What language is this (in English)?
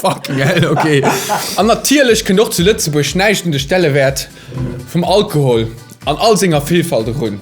Luxembourgish